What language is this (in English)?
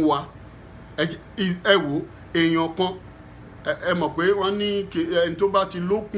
Yoruba